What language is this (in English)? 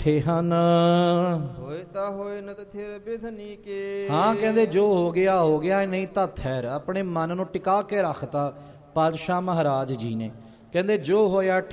Punjabi